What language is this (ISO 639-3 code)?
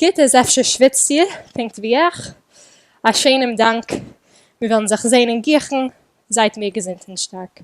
yid